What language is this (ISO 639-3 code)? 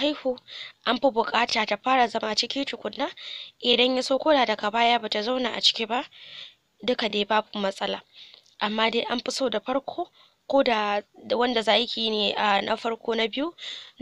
hau